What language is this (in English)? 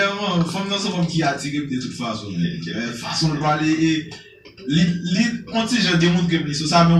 Haitian Creole